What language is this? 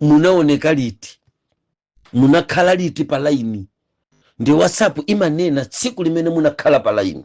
Nyanja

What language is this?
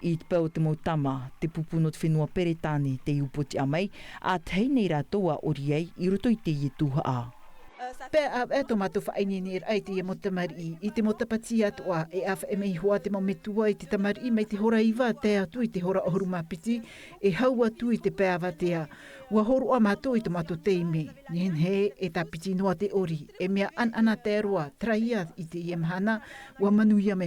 Tahitian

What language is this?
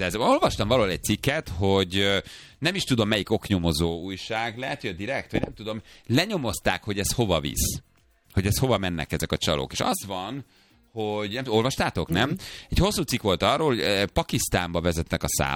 Hungarian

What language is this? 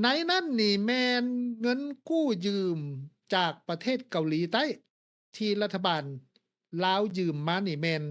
Lao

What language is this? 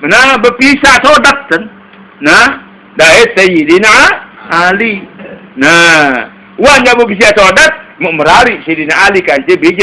Sasak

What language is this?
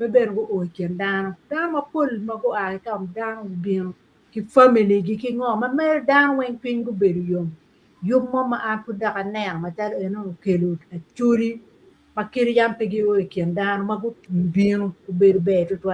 Acoli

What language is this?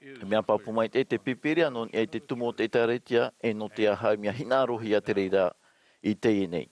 Tahitian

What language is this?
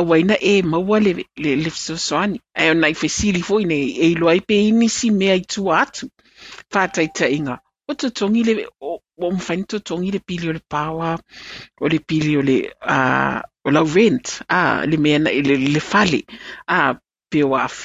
Samoan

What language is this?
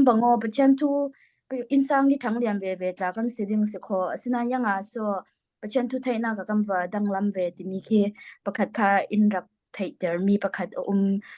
Falam Chin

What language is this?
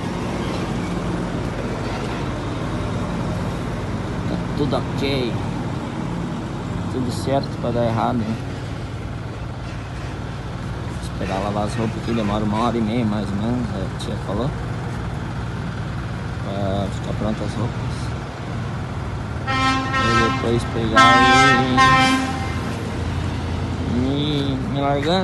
Portuguese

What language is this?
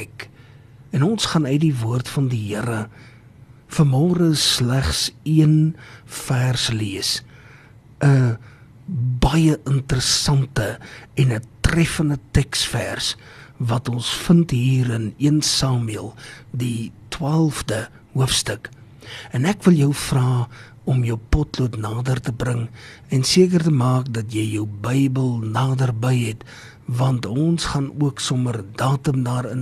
Afrikaans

